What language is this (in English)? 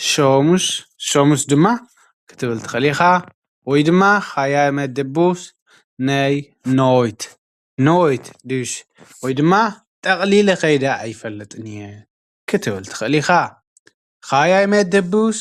Tigrinya